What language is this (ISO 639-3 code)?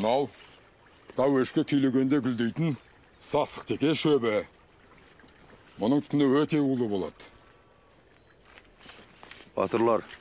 kaz